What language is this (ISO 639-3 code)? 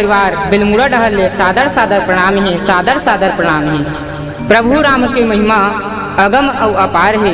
hne